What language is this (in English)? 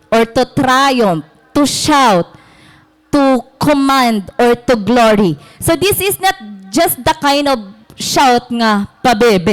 Waray